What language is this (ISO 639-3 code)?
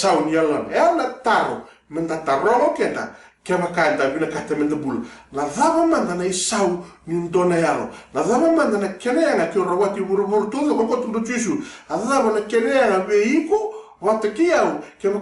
fij